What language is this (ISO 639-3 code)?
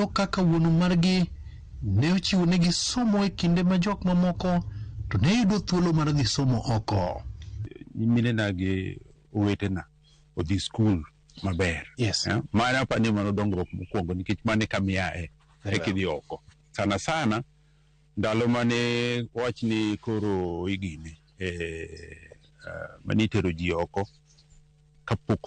luo